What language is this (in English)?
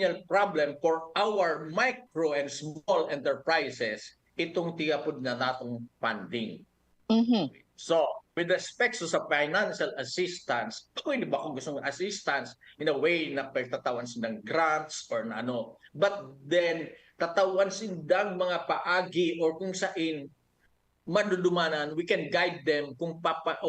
Bikol